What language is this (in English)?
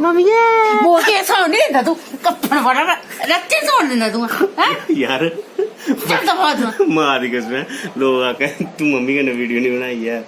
Dogri